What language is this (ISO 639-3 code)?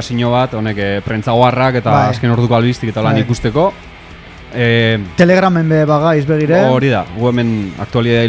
eus